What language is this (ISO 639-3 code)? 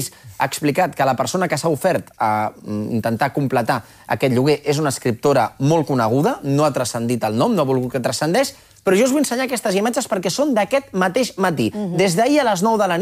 cat